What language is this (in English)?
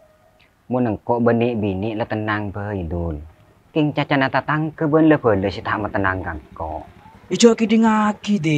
Madurese